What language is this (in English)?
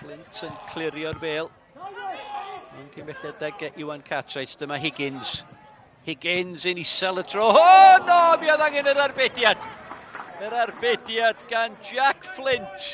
Welsh